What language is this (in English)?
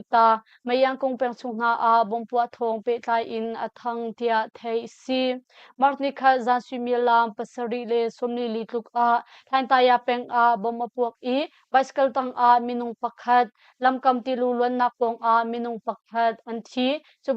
Hakha Chin